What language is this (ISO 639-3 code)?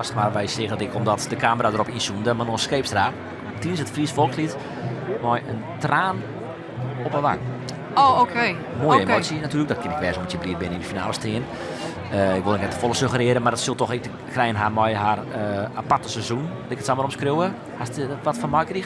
fry